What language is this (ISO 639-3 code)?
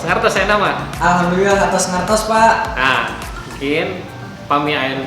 sun